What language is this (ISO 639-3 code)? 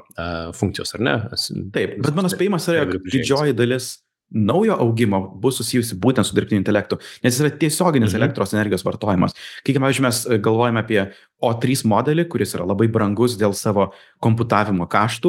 lit